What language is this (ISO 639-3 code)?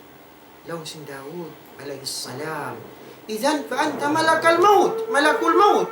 tsg